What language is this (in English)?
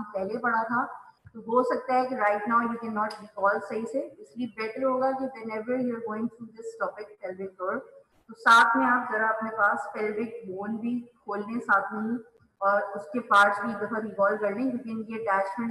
Hindi